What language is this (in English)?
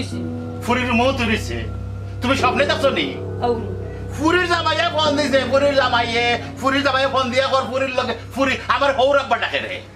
Sylheti